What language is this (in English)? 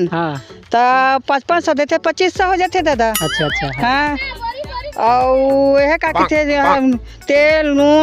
Chhattisgarhi